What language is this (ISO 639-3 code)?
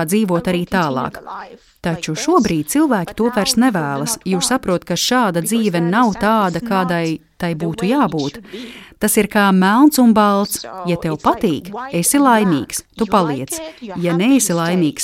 lav